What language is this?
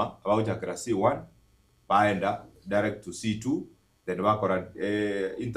Gusii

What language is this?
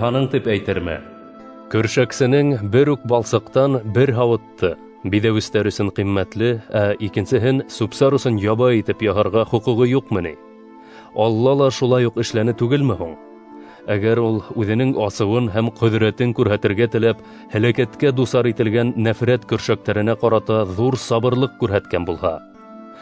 Bashkir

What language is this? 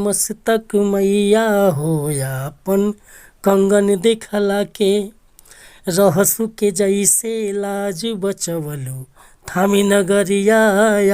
Bhojpuri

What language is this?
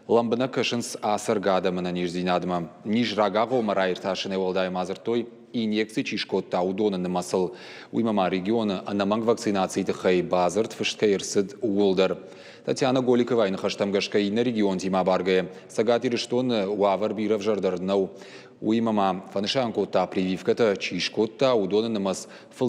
Ossetic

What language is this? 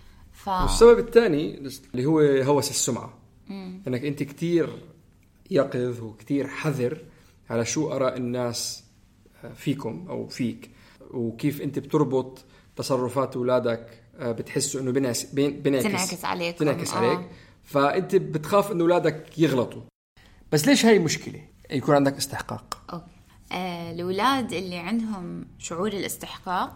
North Levantine Arabic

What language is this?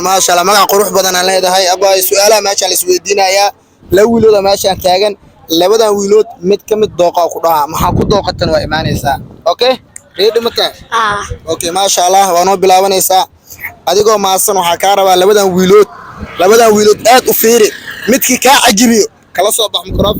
Somali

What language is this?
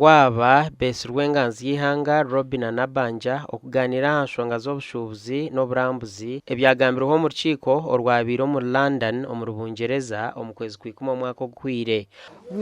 Nyankole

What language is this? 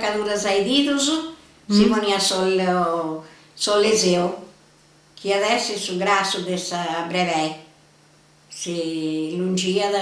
Sardinian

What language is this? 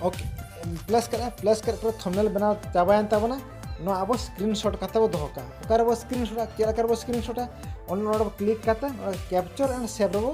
Santali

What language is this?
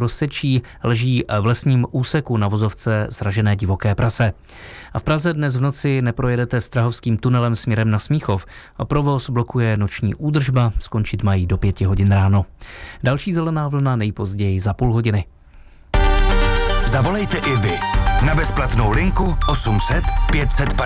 Czech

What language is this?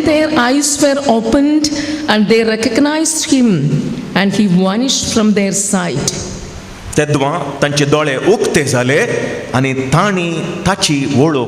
Konkani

